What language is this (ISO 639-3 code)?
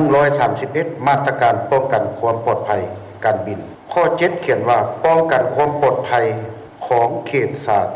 lao